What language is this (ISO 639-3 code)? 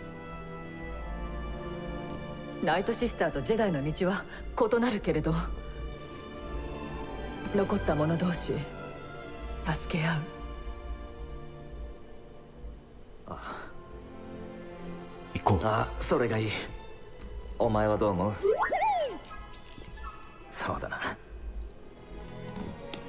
jpn